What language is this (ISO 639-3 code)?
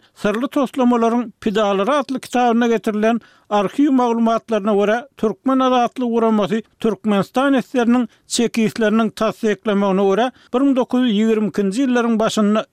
tuk